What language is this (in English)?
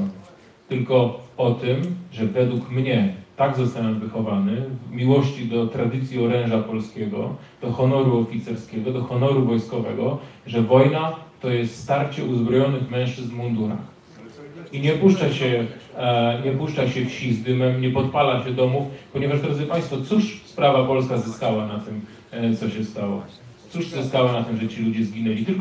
Polish